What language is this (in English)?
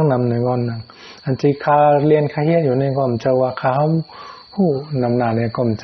Shan